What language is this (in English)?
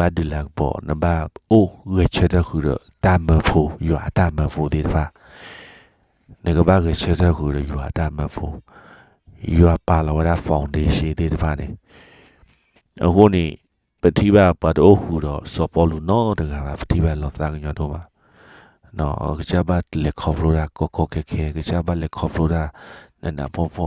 S'gaw Karen